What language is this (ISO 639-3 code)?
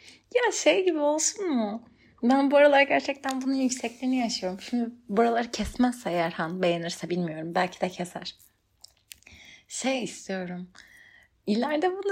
tur